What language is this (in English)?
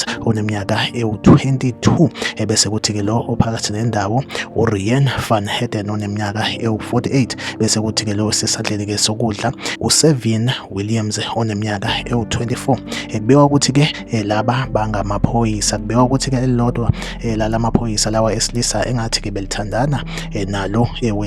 Zulu